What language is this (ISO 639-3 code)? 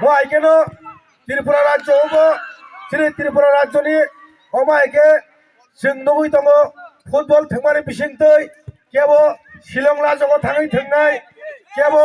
trp